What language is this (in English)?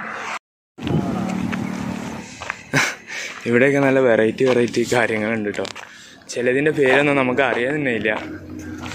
Malayalam